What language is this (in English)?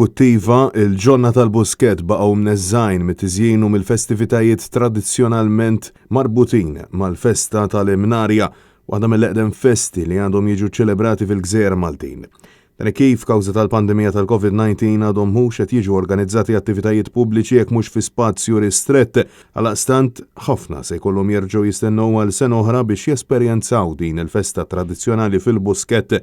Maltese